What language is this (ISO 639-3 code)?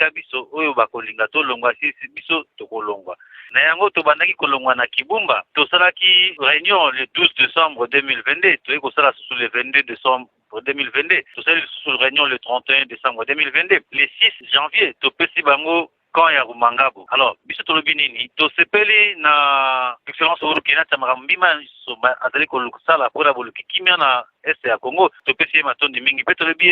lin